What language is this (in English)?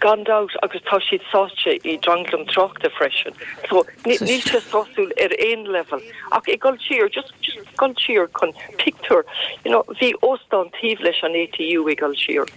Irish